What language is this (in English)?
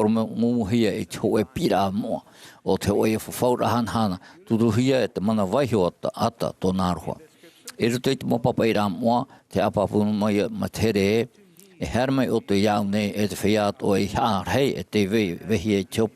Tahitian